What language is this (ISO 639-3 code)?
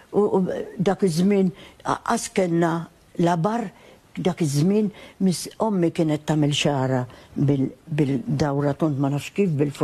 mlt